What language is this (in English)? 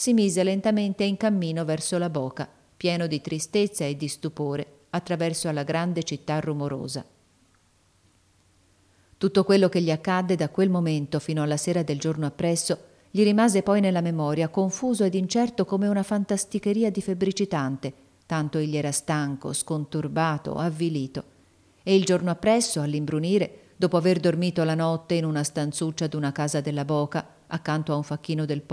Italian